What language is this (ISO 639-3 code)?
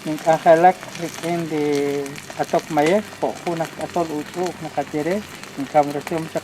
kek